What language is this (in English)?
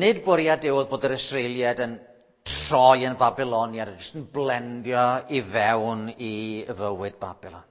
Welsh